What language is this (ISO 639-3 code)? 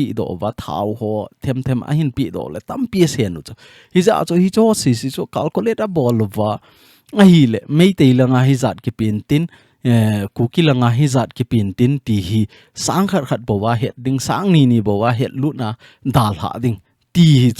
tcz